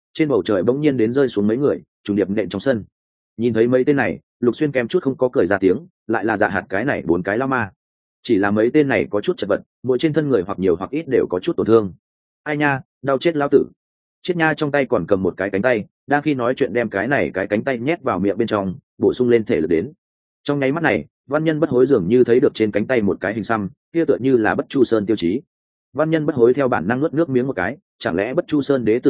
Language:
Vietnamese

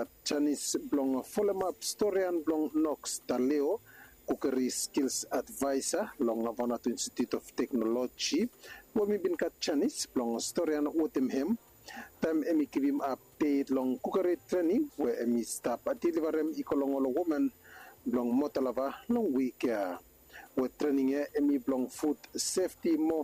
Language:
Bislama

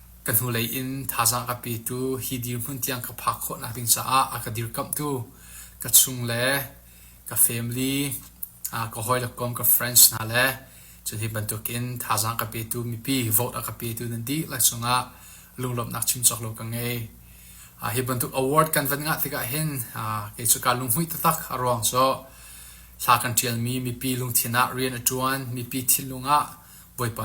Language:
Falam Chin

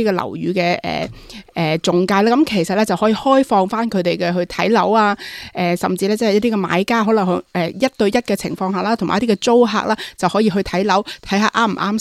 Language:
Cantonese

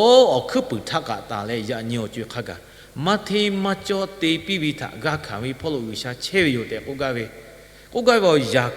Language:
Lahu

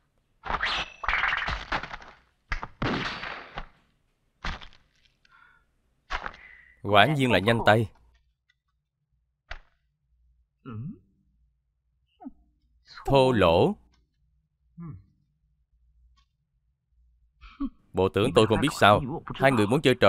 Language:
Vietnamese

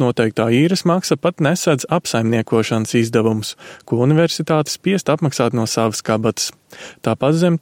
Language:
Latvian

